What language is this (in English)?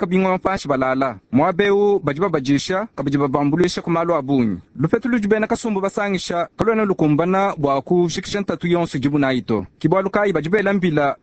Luba-Lulua